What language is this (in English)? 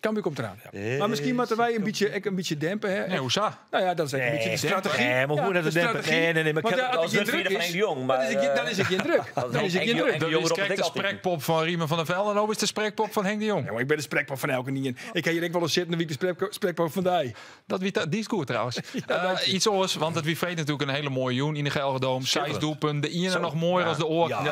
Western Frisian